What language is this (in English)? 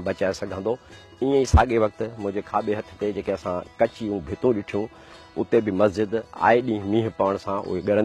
Sindhi